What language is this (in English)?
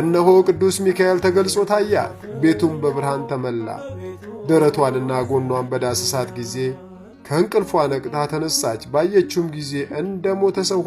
Amharic